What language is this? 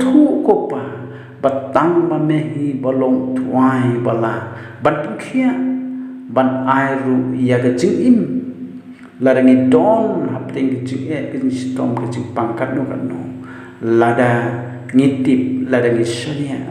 Khasi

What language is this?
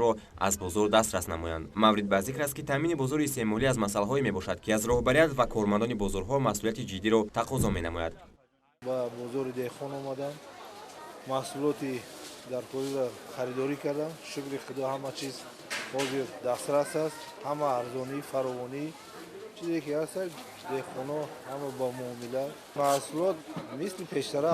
Tajik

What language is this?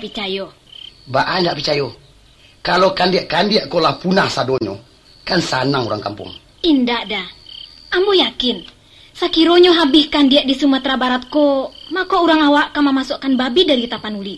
Minangkabau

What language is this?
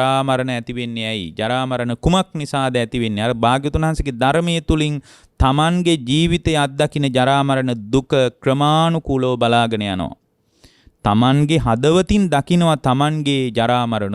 Sinhala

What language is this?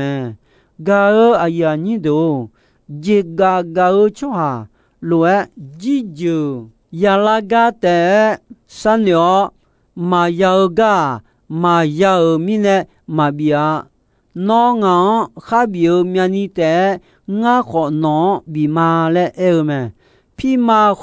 Akha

